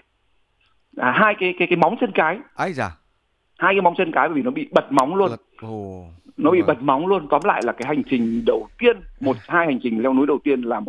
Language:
Vietnamese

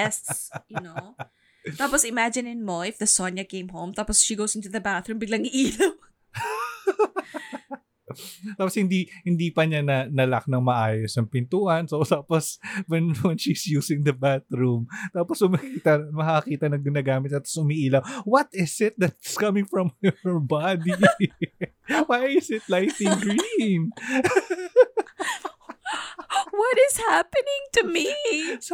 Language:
Filipino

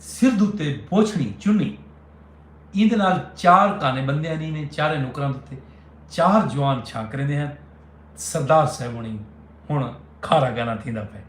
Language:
Saraiki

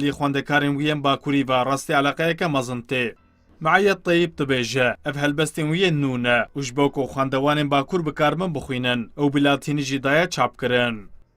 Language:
Kurdish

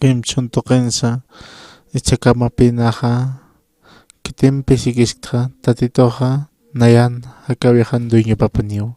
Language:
Aymara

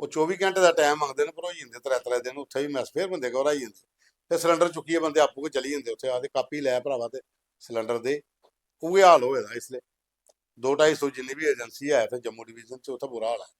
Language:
Dogri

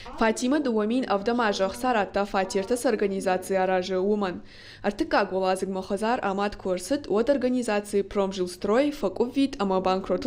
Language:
Ossetic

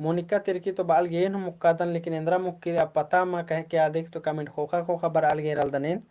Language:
Kurukh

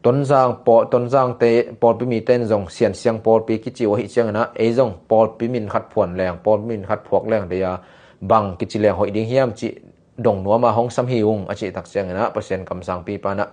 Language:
Tedim Chin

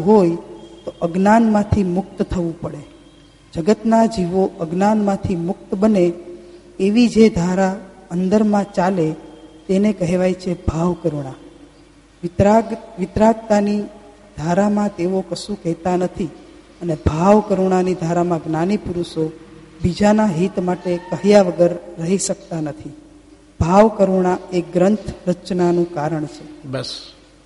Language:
Gujarati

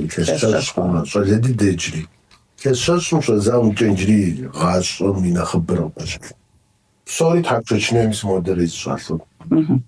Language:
Kabardian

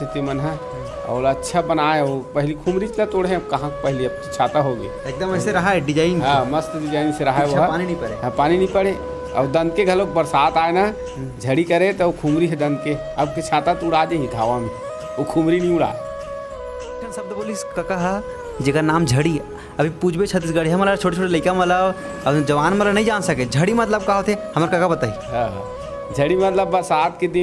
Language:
Chhattisgarhi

